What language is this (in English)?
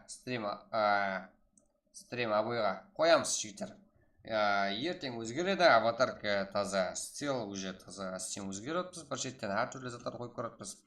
Kara-Kalpak